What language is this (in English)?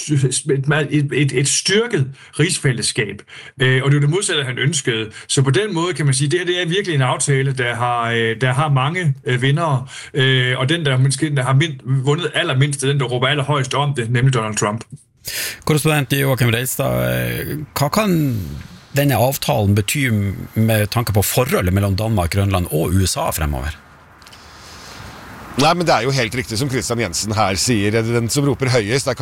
Norwegian